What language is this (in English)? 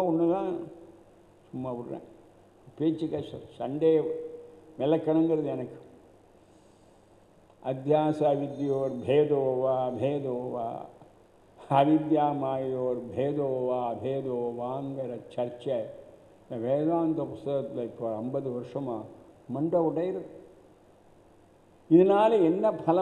Tamil